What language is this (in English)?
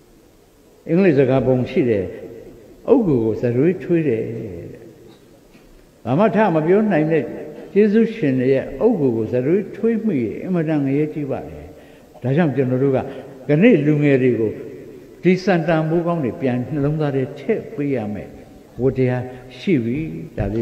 Burmese